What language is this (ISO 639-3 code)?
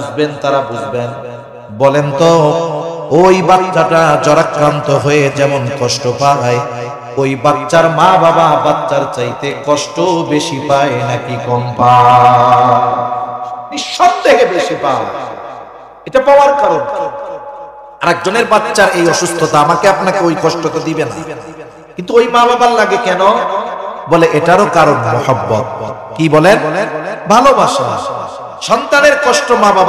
ben